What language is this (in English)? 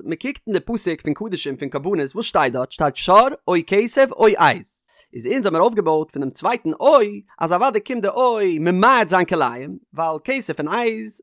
Yiddish